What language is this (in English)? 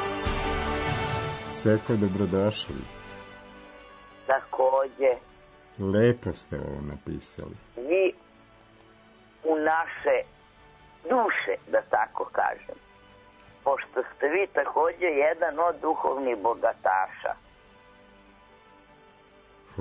Serbian